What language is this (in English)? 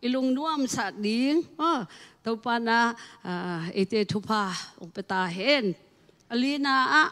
Tedim Chin